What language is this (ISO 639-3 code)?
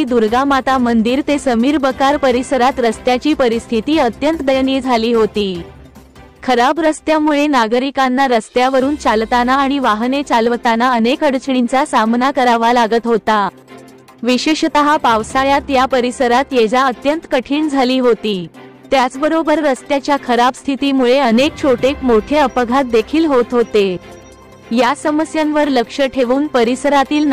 mar